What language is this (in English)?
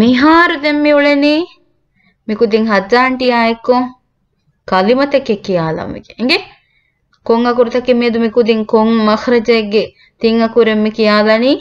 Divehi